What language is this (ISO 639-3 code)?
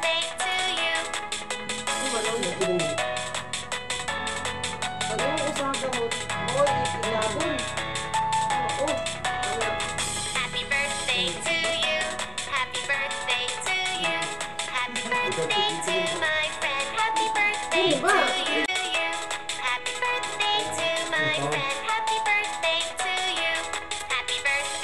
fil